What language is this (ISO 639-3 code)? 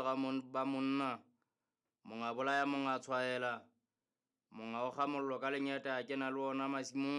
sot